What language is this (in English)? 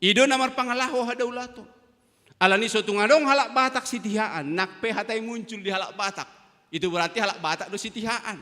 Batak Toba